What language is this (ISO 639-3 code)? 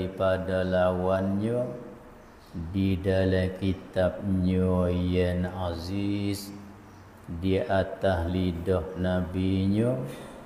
msa